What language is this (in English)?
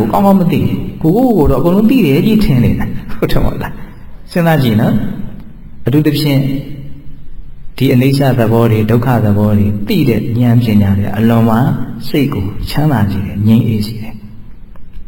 Burmese